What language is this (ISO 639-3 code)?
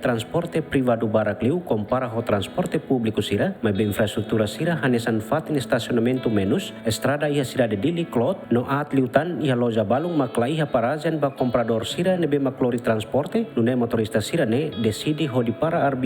tet